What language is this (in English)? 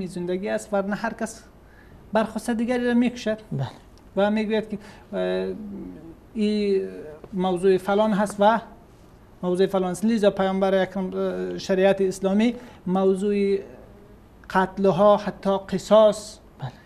Persian